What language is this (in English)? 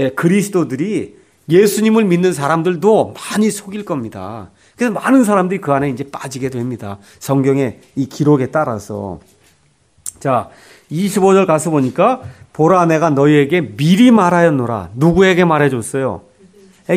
Korean